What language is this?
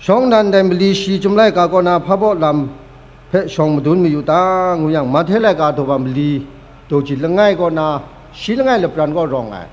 Kachin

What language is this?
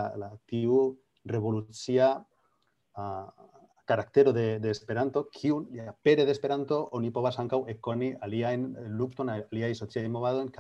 Esperanto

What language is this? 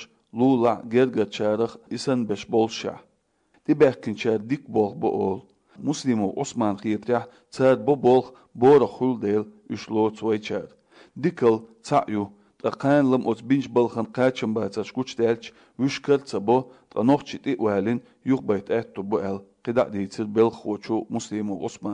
Chechen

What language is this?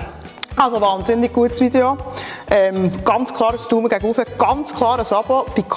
Swiss German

